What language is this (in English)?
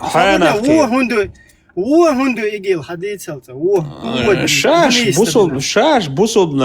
Chechen